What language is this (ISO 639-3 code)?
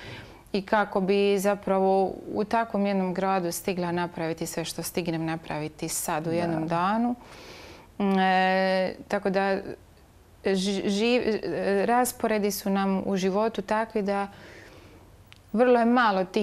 hrv